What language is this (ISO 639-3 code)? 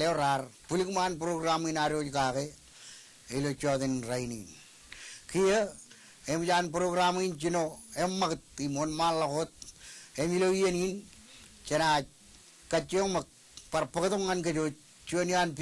mah